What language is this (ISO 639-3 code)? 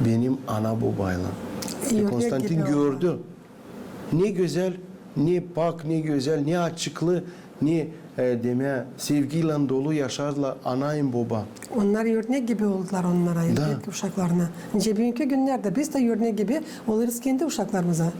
gag